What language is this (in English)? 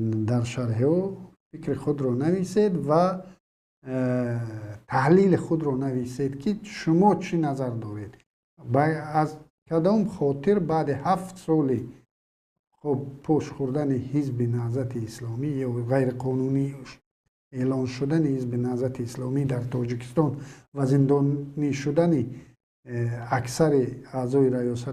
Tajik